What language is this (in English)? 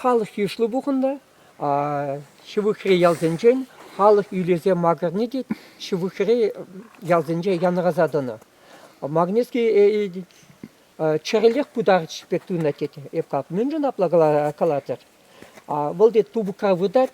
Chuvash